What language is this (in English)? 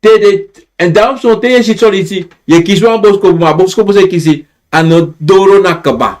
Sranan Tongo